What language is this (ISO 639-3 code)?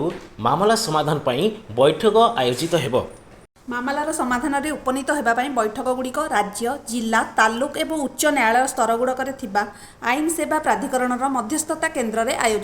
ori